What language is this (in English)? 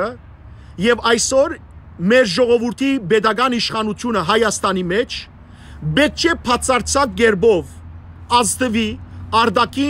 Western Armenian